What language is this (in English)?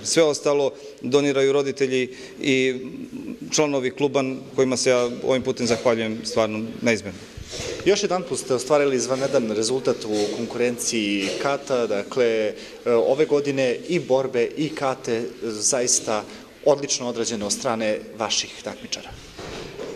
Serbian